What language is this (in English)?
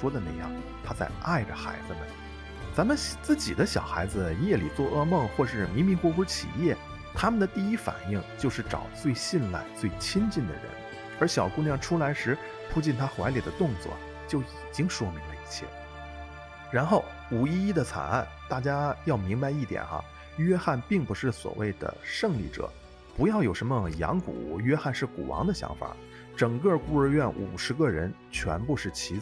Chinese